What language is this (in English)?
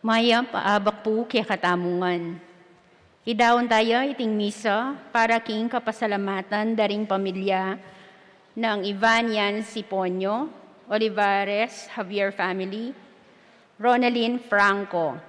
Pampanga